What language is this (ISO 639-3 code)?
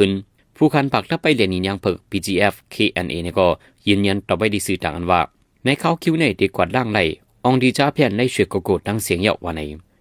shn